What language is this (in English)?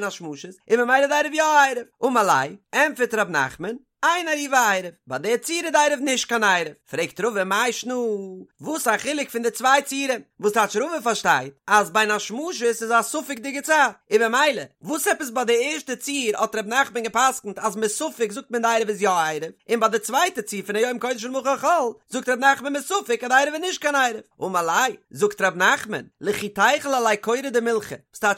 Yiddish